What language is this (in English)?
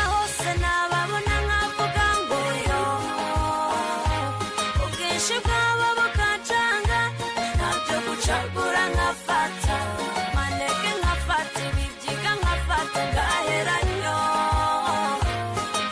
Kinyarwanda